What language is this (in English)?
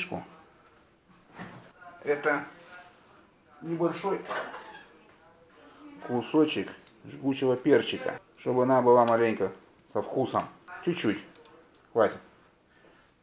Russian